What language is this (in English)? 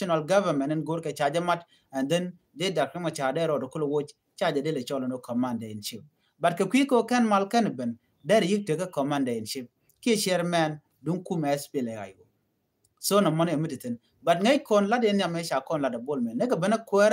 Nuer